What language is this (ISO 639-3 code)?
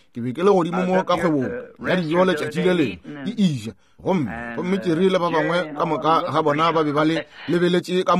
nso